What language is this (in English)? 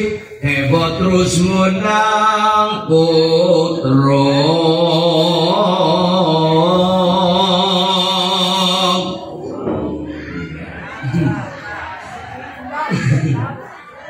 Javanese